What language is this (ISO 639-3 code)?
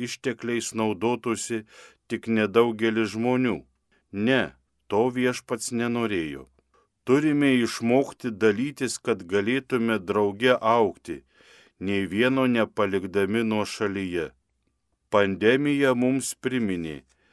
lit